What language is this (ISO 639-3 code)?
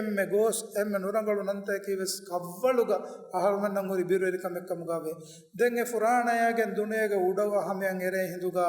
div